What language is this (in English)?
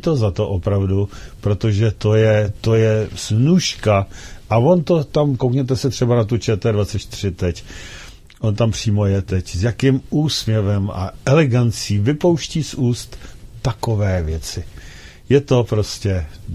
Czech